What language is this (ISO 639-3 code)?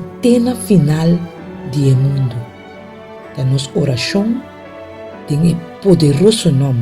pap